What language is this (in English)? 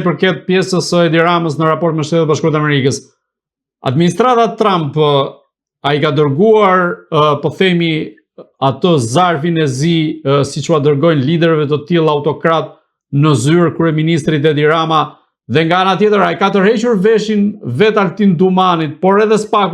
Albanian